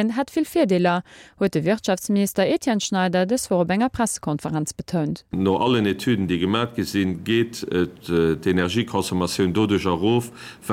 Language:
Luxembourgish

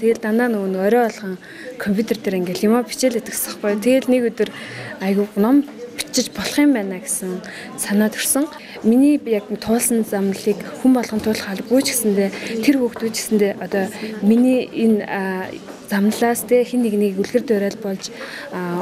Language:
Mongolian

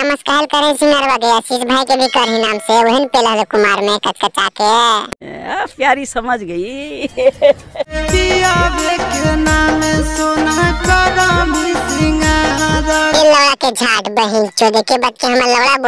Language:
Magahi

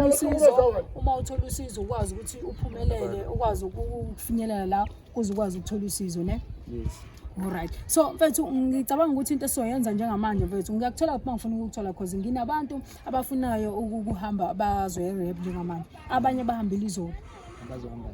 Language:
Zulu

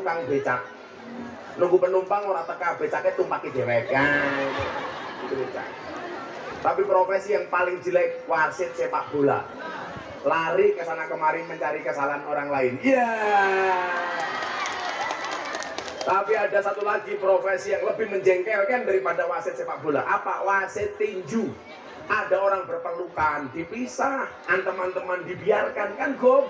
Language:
Javanese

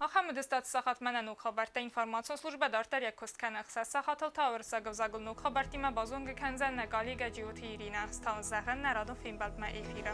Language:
Ossetic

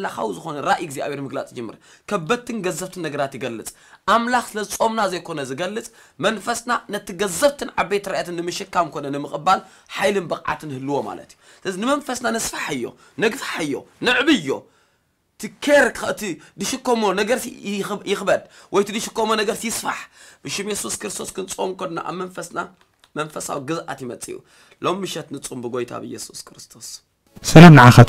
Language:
Tigrinya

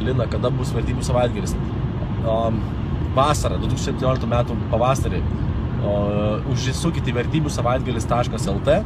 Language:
Lithuanian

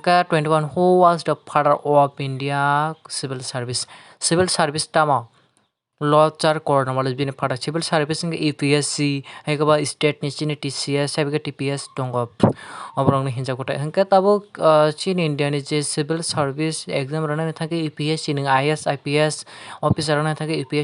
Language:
Kok Borok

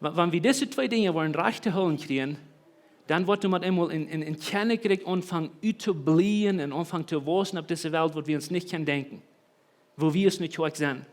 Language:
Plautdietsch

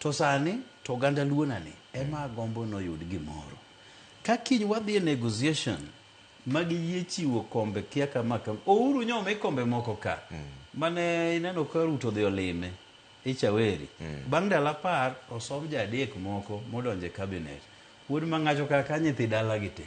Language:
Luo (Kenya and Tanzania)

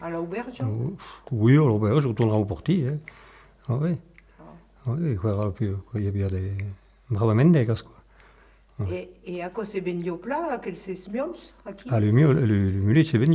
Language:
Occitan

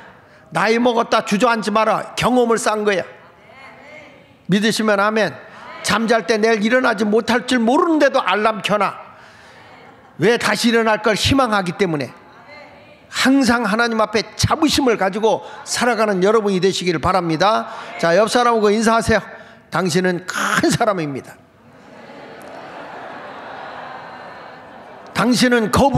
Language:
Korean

